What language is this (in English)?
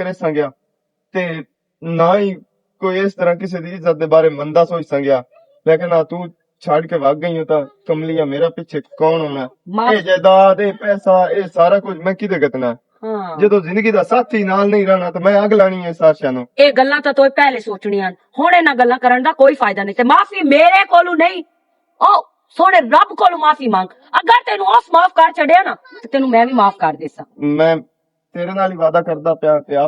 Western Panjabi